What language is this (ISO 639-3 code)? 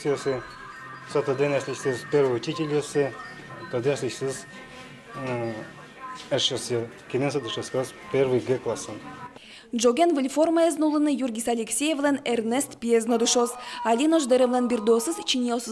udm